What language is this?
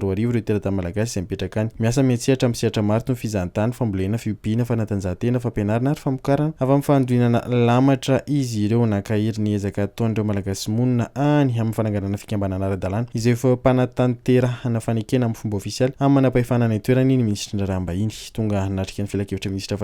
Malagasy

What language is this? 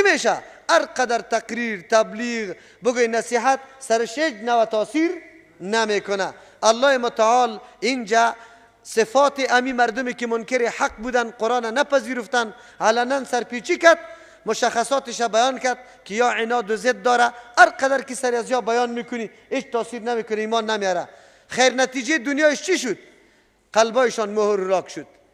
Persian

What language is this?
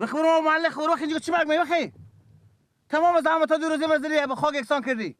Persian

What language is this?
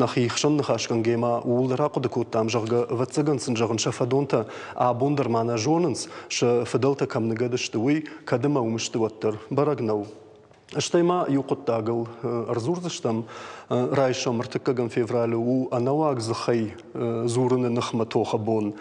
Ossetic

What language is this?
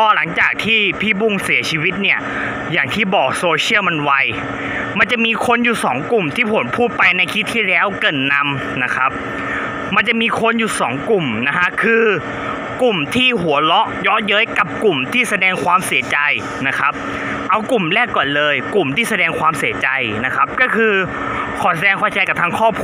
Thai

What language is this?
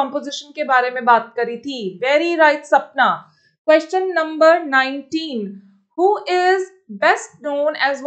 Hindi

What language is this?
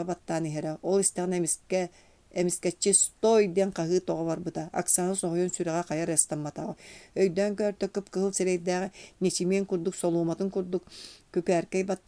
Yakut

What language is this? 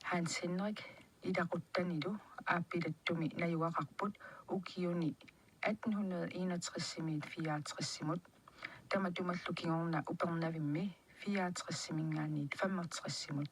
Kalaallisut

